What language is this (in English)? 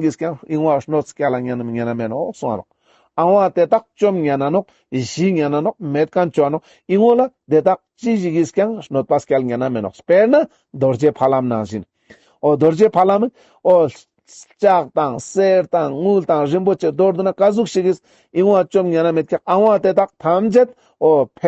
Ladakhi